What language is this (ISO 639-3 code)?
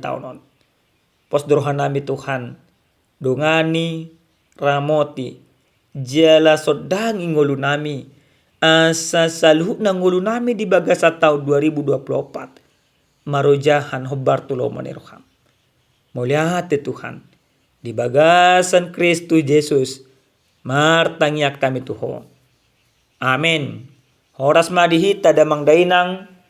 bbc